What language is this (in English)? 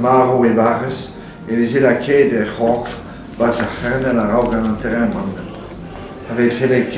Breton